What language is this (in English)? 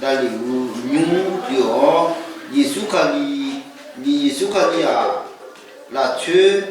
Akha